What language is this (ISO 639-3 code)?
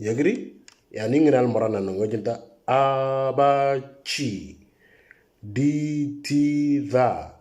mor